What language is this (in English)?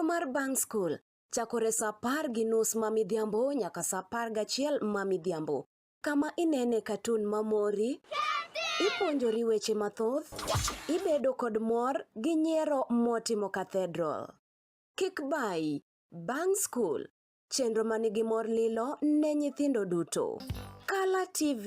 Luo (Kenya and Tanzania)